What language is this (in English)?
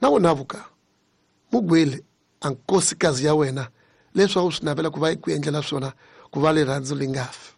Tsonga